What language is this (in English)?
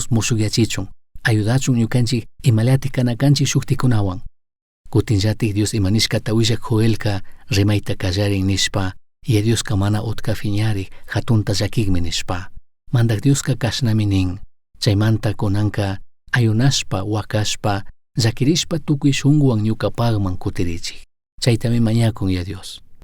Chimborazo Highland Quichua